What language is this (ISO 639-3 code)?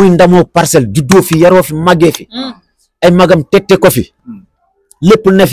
wol